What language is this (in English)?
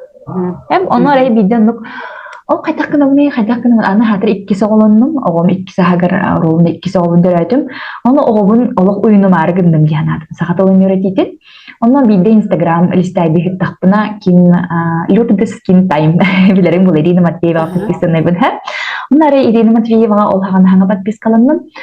Yakut